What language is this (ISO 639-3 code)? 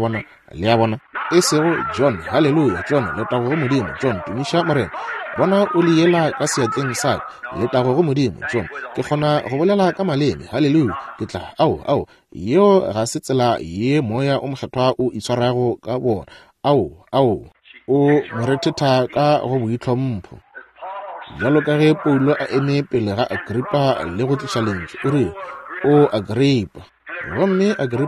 nso